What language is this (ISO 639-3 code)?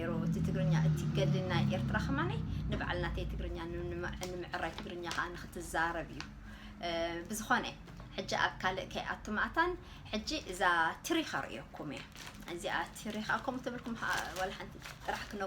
tir